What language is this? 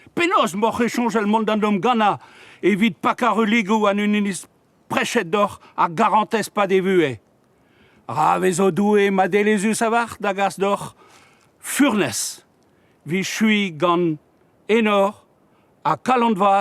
Breton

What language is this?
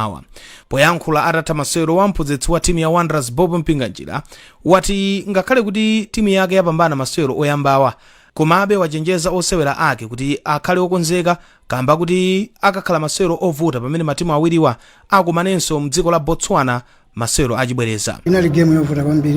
Nyanja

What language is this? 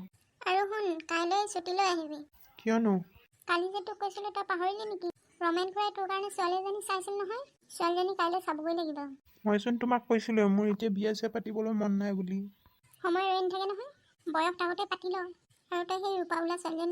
Assamese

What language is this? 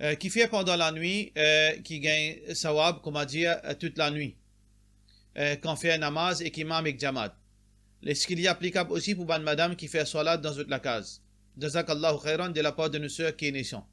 Morisyen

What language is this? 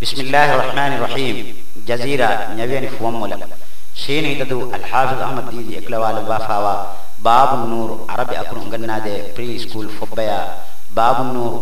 Divehi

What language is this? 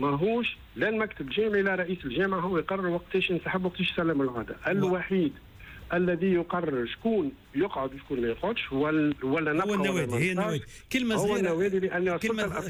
Tunisian Arabic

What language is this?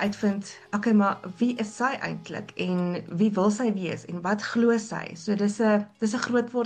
Afrikaans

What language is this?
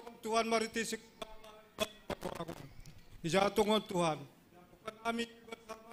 Batak Simalungun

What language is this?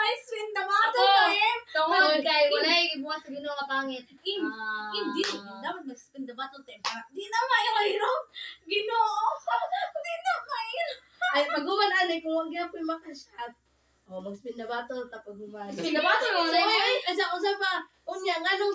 Cebuano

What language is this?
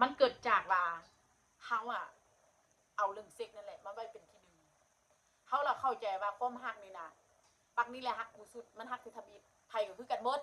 Northeastern Thai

